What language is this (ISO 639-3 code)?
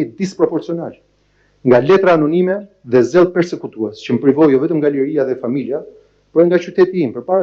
sqi